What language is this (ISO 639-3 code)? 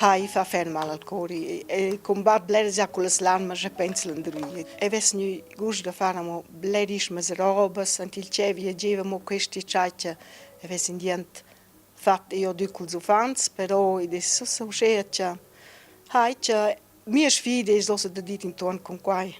roh